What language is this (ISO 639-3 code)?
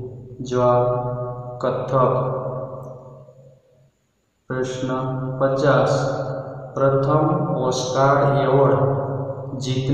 guj